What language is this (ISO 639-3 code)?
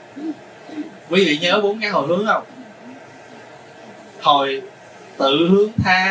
vie